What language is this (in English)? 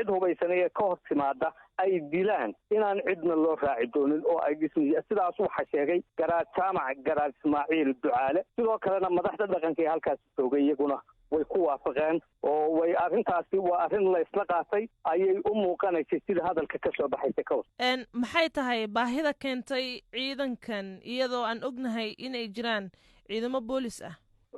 Somali